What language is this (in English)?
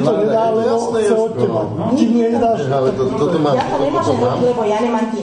Slovak